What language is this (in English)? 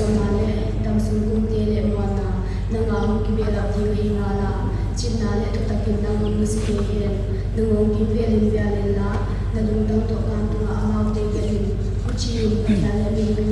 Paite Chin